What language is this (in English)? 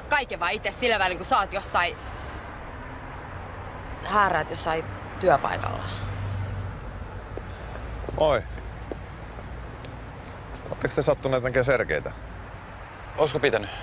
Finnish